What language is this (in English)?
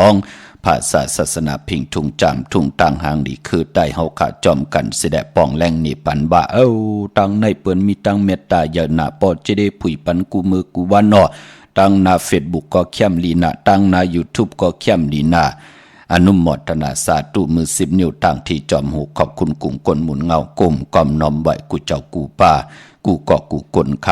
Shan